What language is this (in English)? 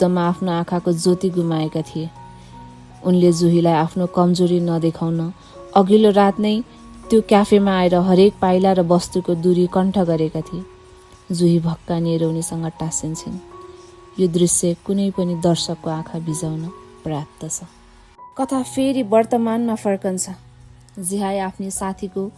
Nepali